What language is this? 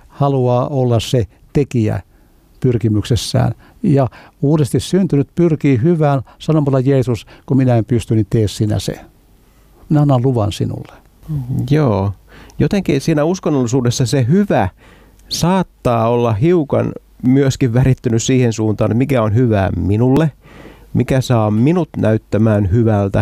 Finnish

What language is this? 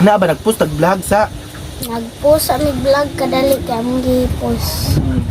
Cebuano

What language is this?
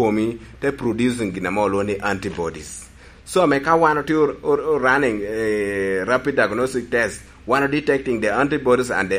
Lango (Uganda)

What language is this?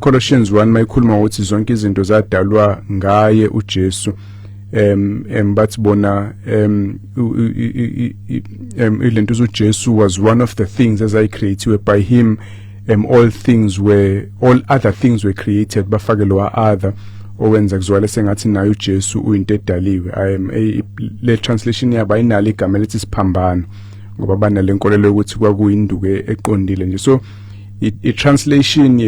Zulu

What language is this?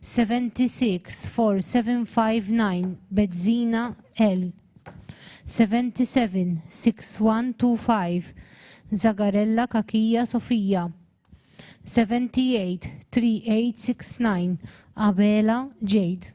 English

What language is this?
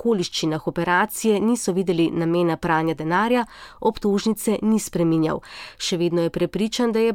Slovenian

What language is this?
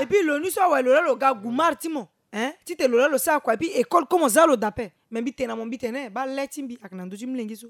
Sango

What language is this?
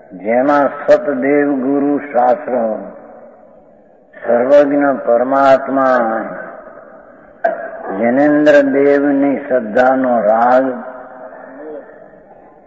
Gujarati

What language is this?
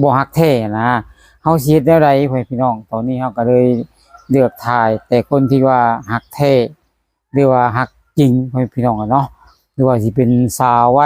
Lao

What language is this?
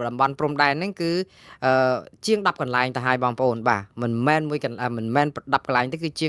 Khmer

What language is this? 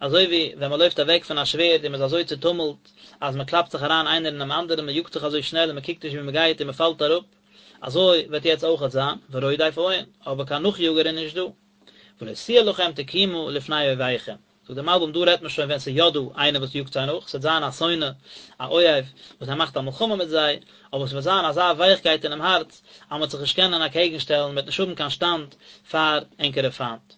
Yiddish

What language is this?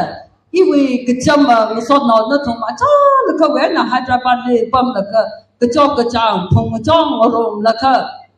Tangkhul Naga (India)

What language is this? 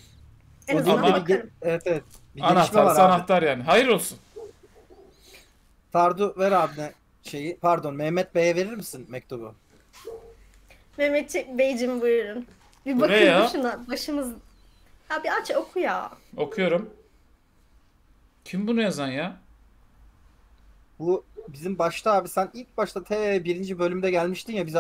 Turkish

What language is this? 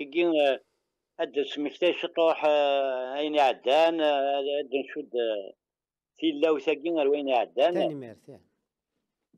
Kabyle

